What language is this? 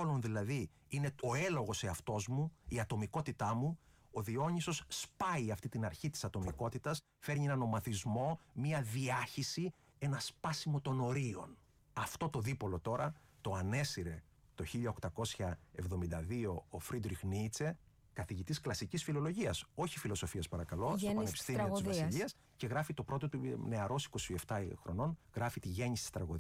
Greek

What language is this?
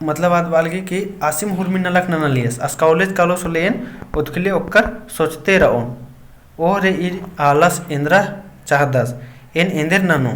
Kurukh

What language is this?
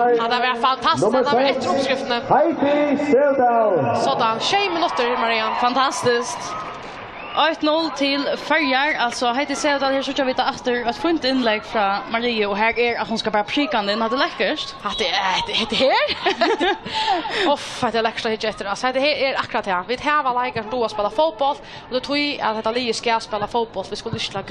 Faroese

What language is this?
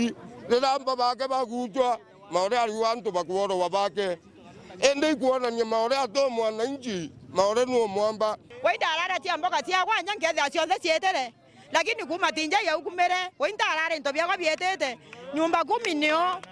Meru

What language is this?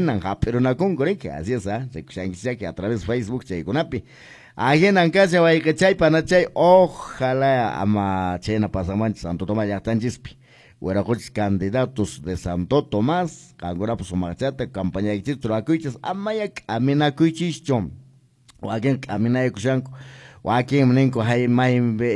Quechua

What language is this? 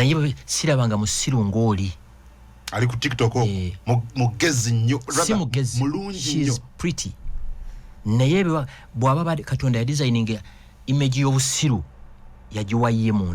Ganda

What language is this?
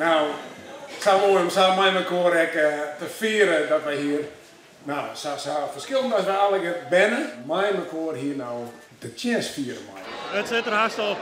Western Frisian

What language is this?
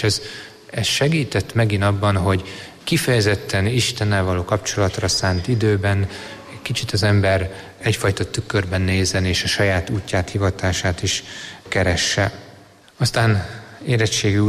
Hungarian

